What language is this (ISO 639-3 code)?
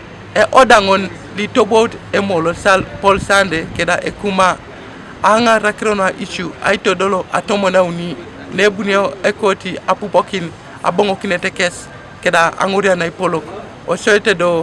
teo